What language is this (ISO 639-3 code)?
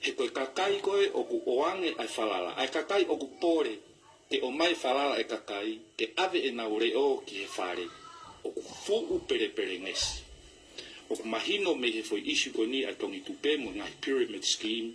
ton